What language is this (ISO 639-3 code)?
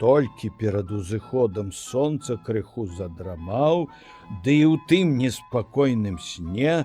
bel